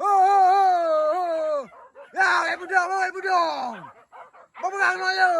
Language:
Achinese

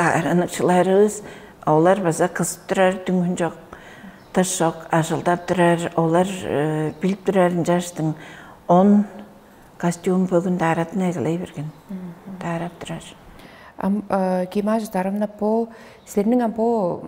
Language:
Tuvinian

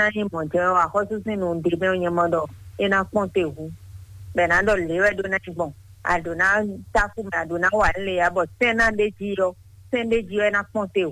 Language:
Fon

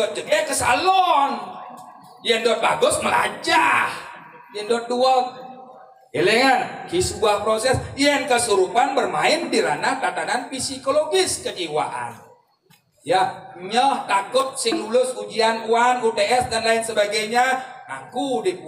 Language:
Balinese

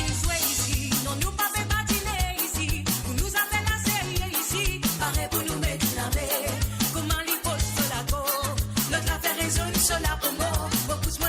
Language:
Morisyen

